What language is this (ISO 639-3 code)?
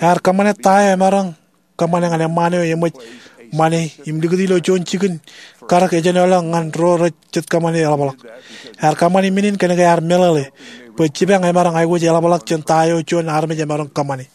mah